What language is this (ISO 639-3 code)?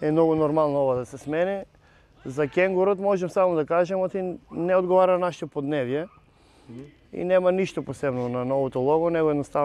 mkd